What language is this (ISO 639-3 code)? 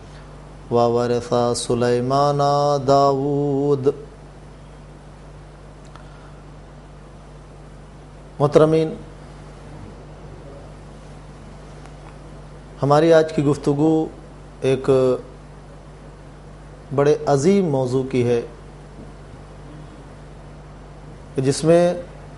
urd